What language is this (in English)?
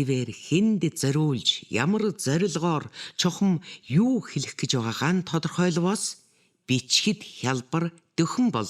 Mongolian